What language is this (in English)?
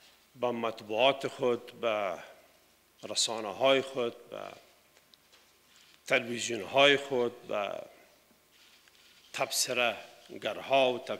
Persian